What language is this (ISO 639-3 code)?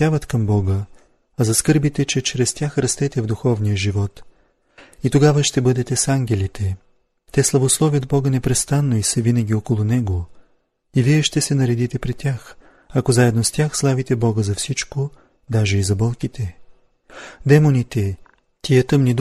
bul